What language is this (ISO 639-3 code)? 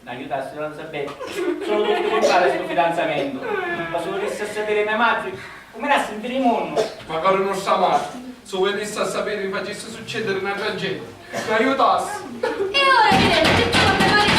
scn